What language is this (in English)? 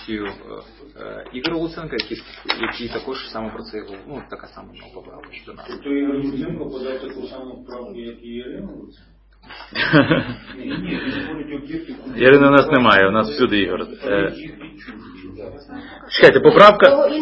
Ukrainian